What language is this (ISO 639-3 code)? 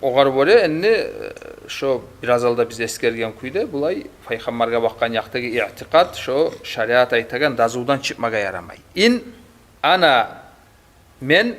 kum